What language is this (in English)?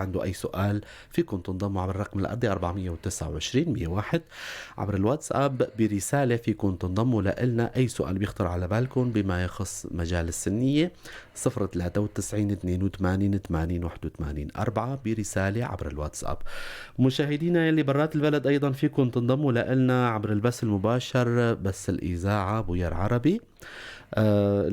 North Levantine Arabic